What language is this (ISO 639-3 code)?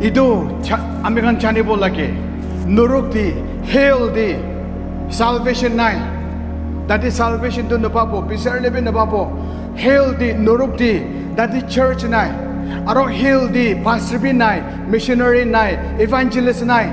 nag